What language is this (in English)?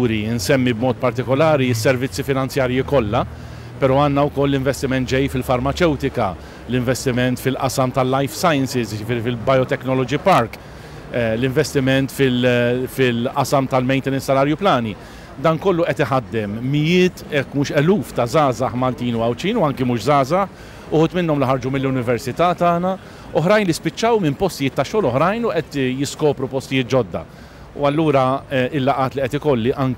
Maltese